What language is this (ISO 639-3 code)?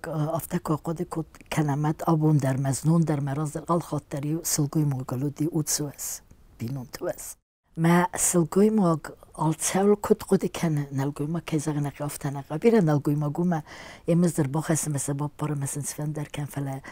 oss